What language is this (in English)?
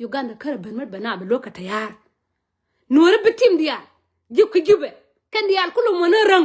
Nuer